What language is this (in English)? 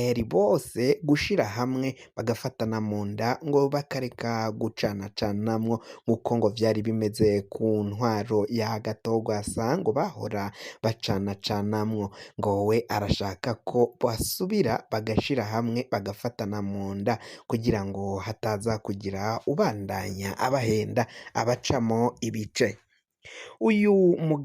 Rundi